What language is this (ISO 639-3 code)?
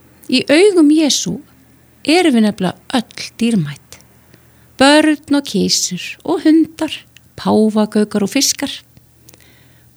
isl